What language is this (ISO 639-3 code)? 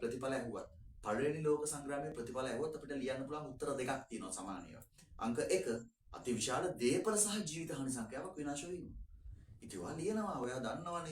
sin